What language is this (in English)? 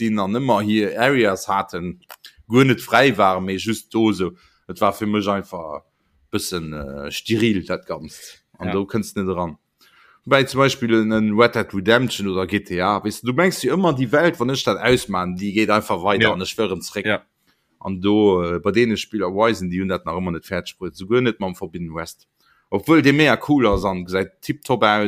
Luxembourgish